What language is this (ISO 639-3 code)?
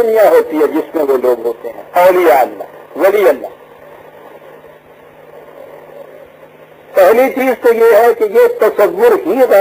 urd